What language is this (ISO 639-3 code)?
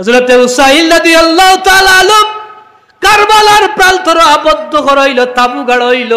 syl